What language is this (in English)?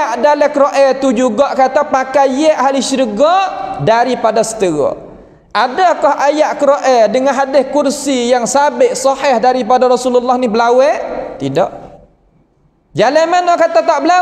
Malay